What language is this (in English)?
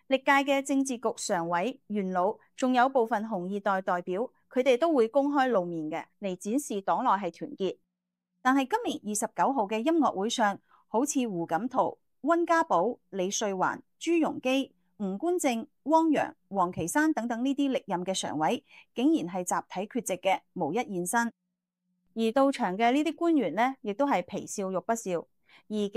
Cantonese